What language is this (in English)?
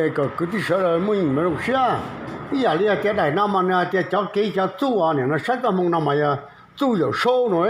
Hmong